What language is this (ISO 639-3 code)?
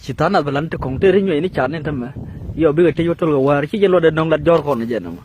nus